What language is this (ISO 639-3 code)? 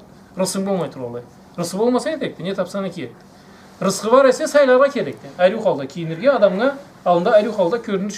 krc